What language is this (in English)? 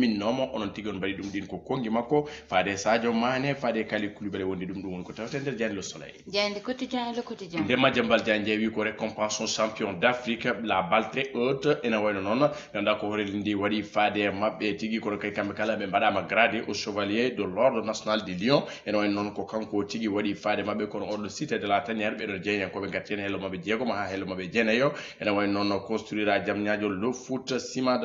Fula